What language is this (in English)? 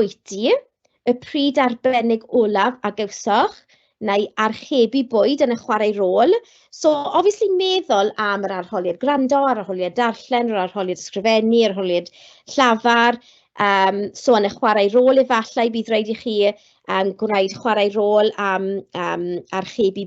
Welsh